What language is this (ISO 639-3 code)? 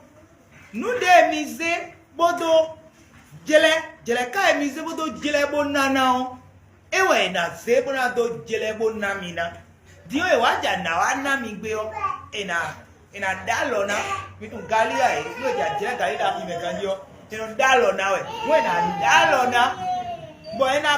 fon